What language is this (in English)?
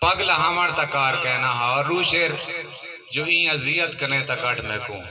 Saraiki